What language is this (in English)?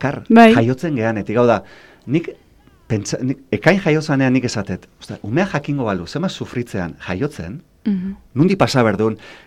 Basque